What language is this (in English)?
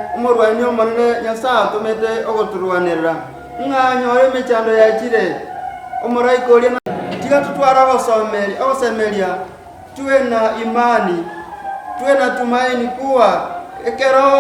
Gusii